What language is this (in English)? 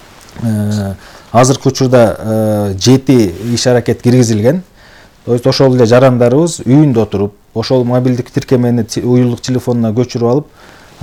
Kyrgyz